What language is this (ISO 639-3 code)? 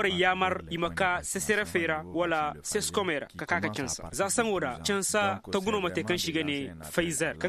ses